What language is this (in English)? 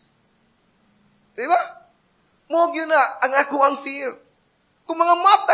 Cebuano